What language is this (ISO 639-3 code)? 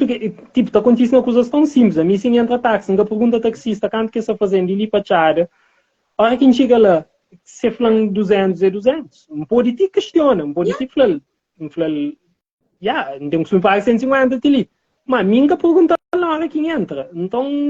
kea